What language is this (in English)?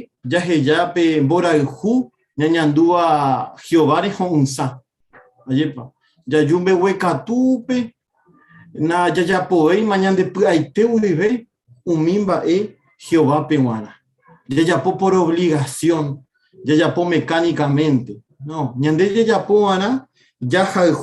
Guarani